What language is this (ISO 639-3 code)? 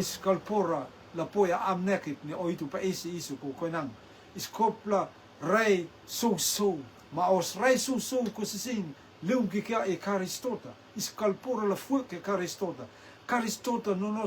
rtm